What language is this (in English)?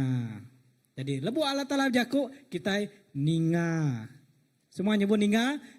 Iban